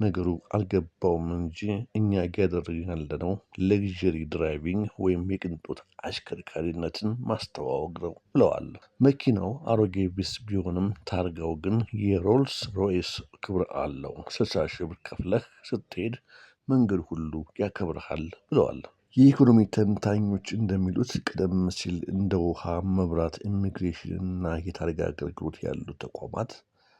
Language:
Amharic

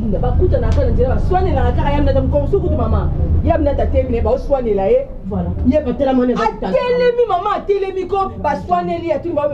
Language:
Lingala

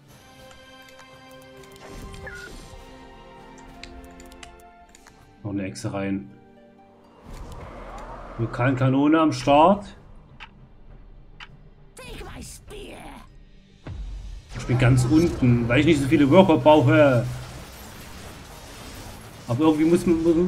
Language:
German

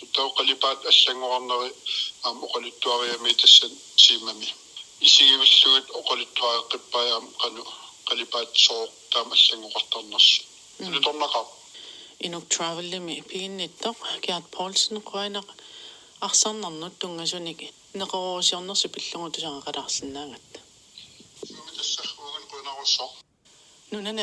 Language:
Kalaallisut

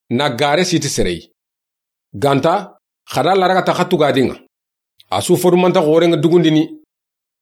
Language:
Soninke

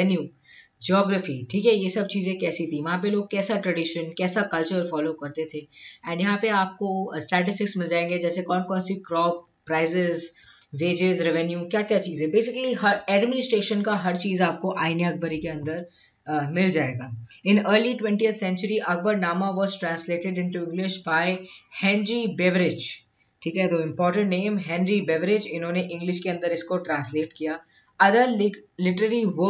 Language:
Hindi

